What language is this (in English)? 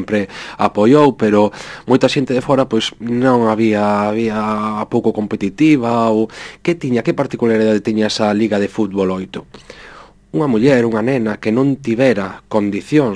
Galician